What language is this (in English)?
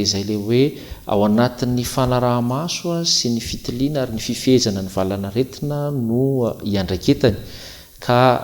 Malagasy